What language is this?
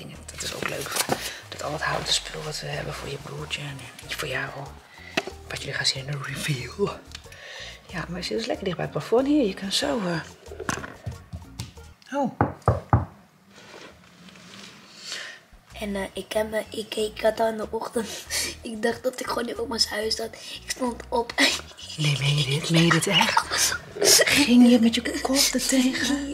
Dutch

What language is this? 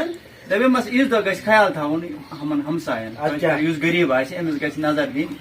Kashmiri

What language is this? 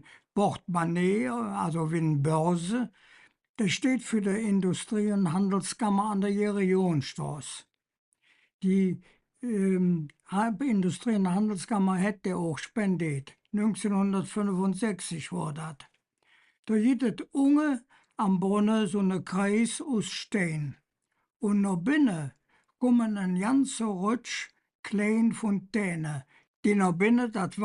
Colognian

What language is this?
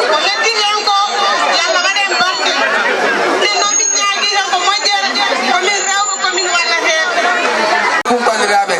Fula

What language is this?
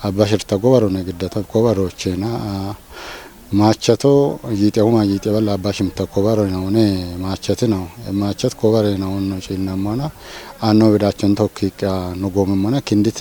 Kafa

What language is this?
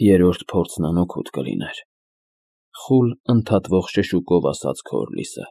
Armenian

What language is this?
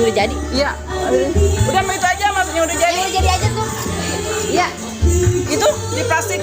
Betawi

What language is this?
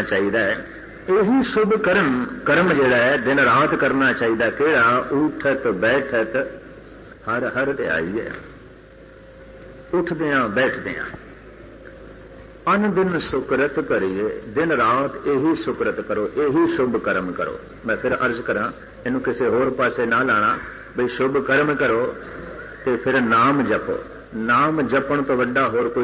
Punjabi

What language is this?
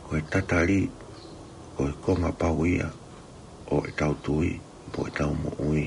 Tongan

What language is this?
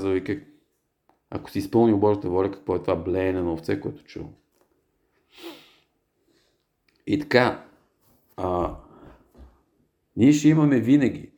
Bulgarian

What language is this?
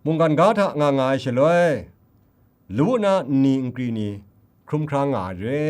Kachin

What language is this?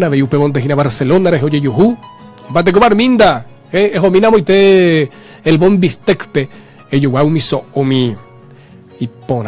Guarani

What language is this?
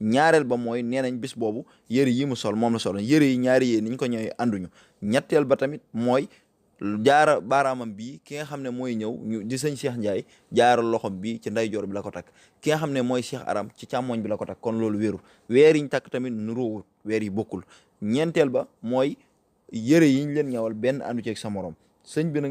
Wolof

